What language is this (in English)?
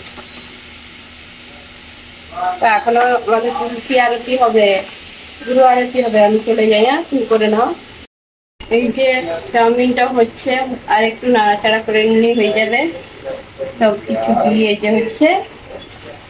Bangla